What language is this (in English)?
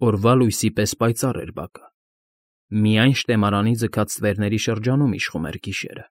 Armenian